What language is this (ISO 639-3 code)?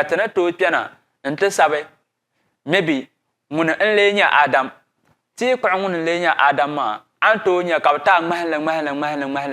dag